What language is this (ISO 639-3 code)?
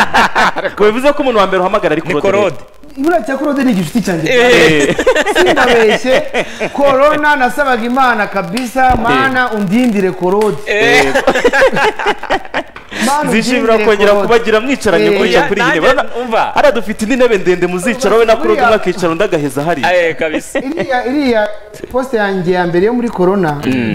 kin